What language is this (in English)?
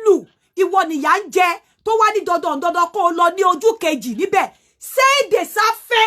Yoruba